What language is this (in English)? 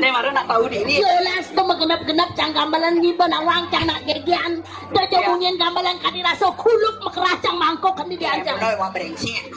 Balinese